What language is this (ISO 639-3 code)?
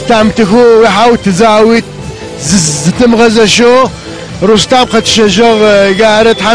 ady